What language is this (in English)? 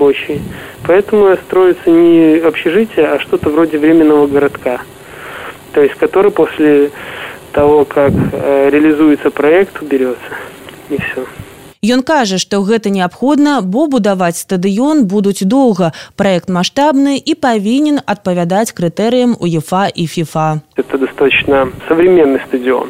Belarusian